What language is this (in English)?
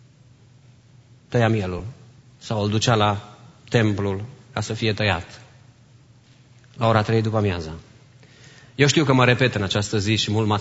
Romanian